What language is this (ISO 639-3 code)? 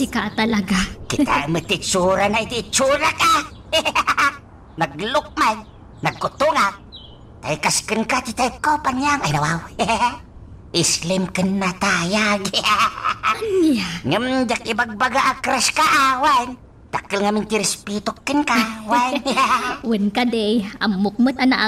ilo